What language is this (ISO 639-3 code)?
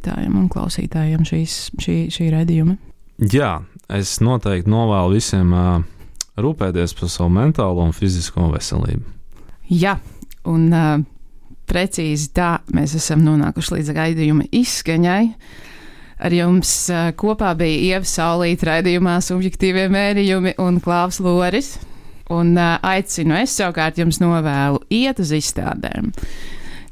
lav